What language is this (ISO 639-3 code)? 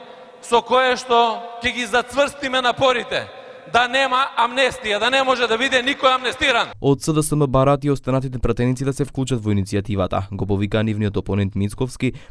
mkd